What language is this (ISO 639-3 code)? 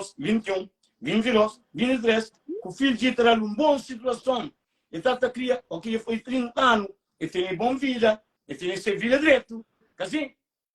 kea